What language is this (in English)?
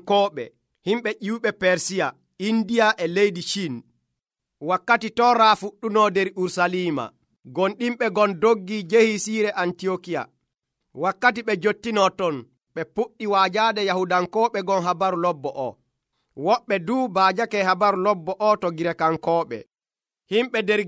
Nigerian Fulfulde